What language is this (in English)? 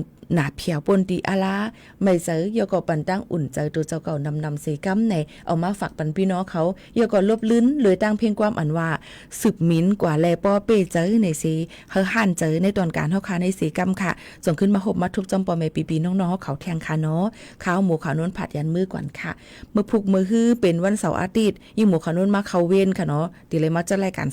Shan